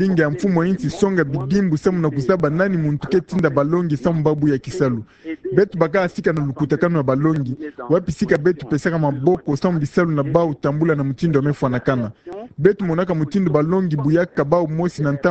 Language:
Kituba (Democratic Republic of Congo)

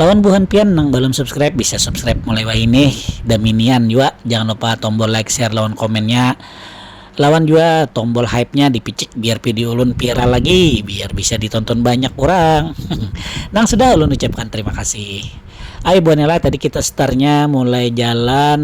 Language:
Banjar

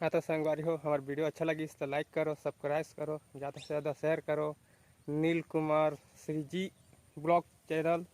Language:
Chhattisgarhi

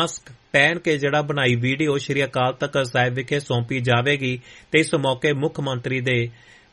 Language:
Punjabi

